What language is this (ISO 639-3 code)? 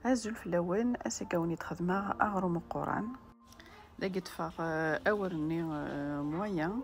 kab